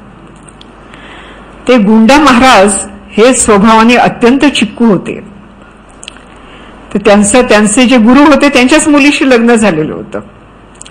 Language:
Marathi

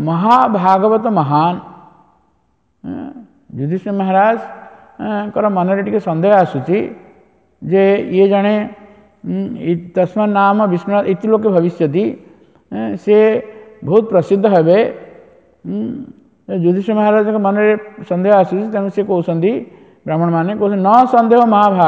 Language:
Odia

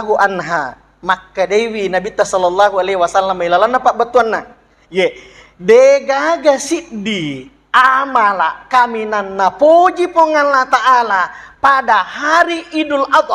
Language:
Buginese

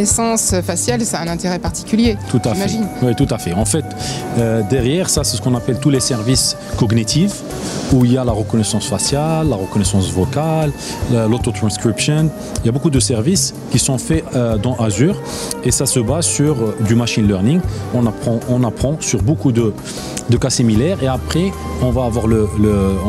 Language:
French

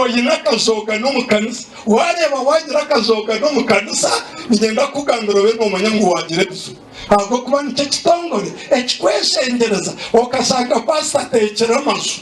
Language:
Nyankole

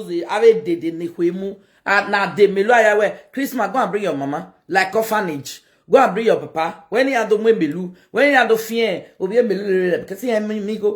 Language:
Nigerian Pidgin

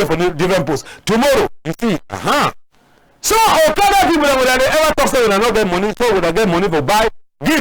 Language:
Cameroon Pidgin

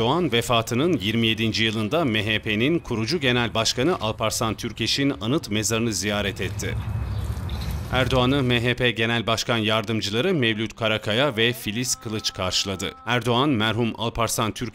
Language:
Turkish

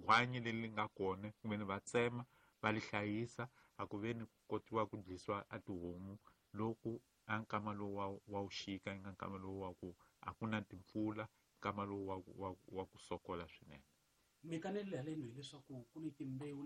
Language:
Tsonga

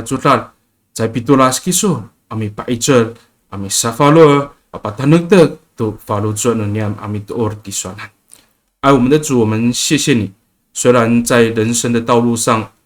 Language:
Amis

